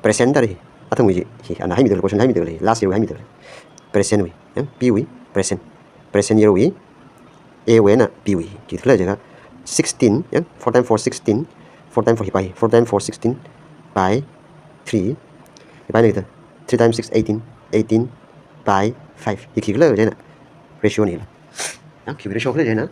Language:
Tangkhul Naga (India)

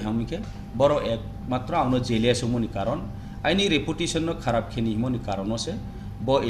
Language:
Riang (India)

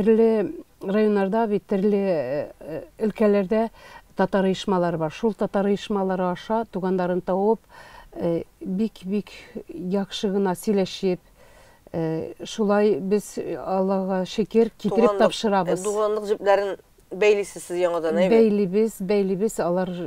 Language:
Tatar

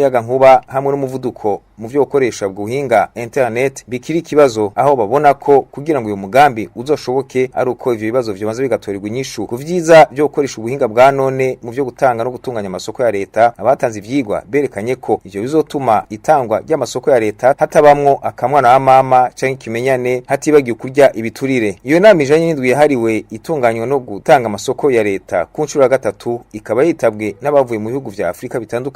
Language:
Rundi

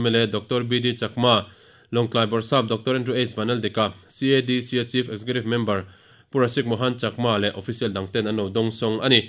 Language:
Mizo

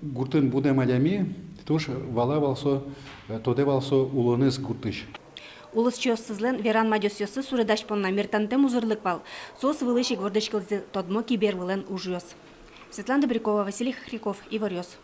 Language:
Udmurt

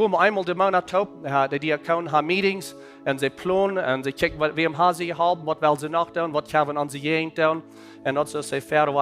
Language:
Plautdietsch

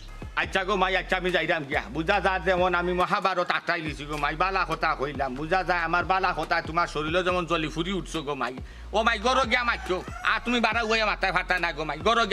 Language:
Sylheti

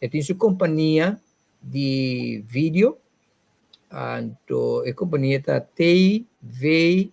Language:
Papiamento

